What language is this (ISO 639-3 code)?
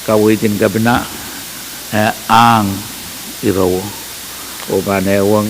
pon